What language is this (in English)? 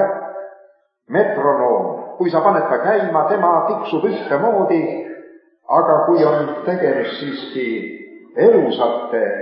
Estonian